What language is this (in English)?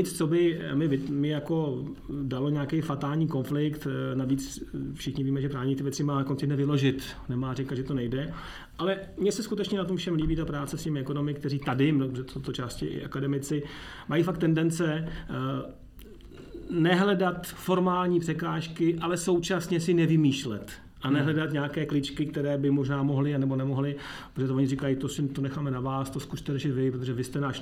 Czech